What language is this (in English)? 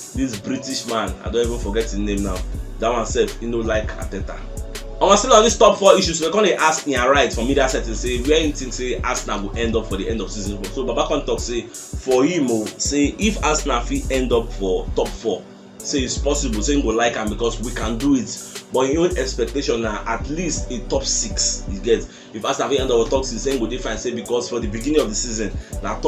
Nigerian Pidgin